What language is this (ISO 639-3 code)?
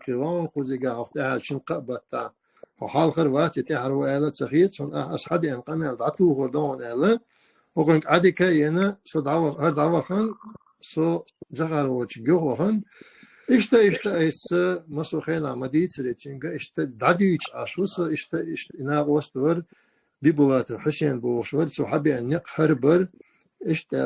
che